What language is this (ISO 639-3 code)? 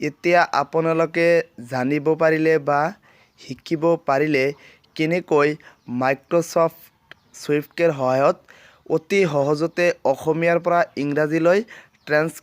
asm